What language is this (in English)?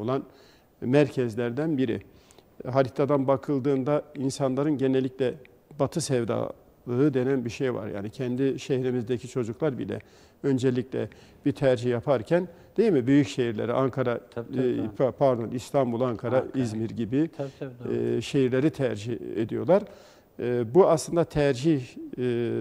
Turkish